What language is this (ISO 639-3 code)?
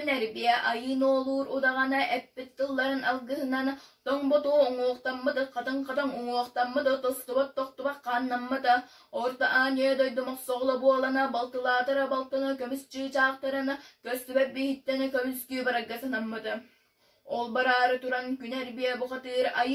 sah